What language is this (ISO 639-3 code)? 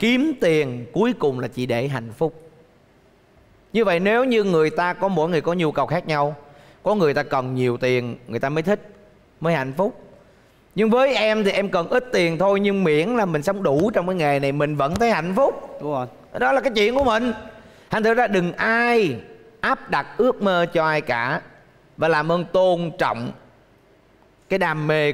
vie